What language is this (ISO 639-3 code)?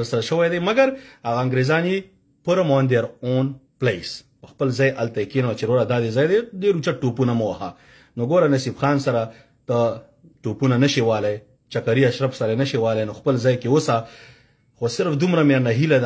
pus